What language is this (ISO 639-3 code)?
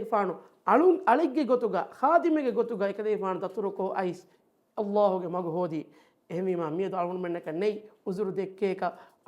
div